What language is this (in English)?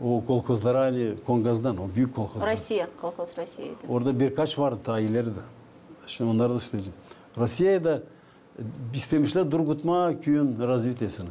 Gagauz